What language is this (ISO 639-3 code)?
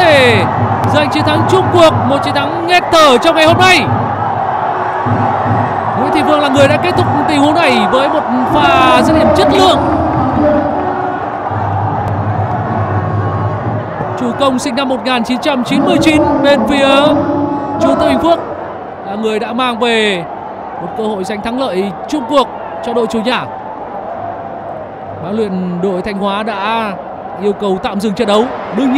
vie